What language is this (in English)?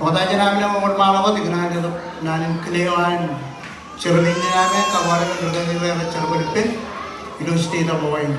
Marshallese